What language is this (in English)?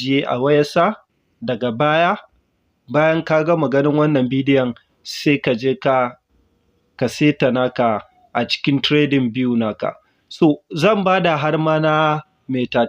Hausa